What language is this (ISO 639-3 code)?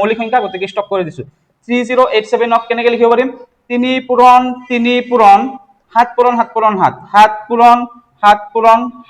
asm